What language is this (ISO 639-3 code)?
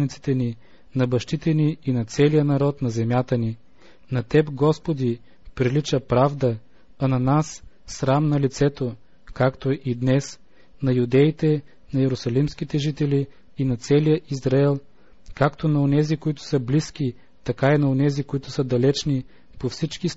bul